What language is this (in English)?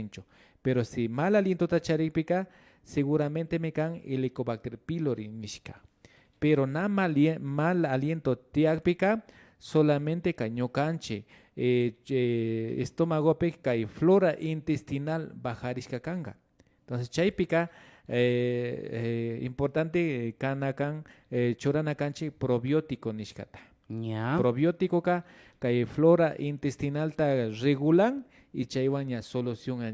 Imbabura Highland Quichua